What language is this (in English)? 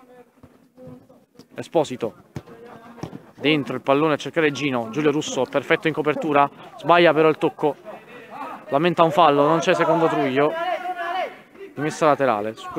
Italian